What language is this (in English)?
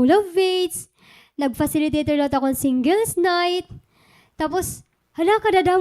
Waray